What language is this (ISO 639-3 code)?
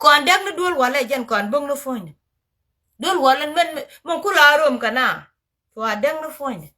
nus